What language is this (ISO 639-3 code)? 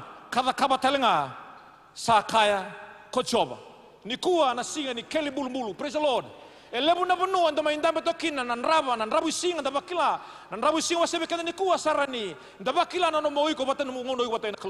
fij